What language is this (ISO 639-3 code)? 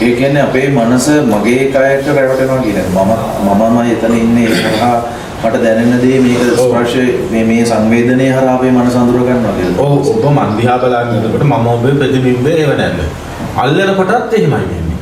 sin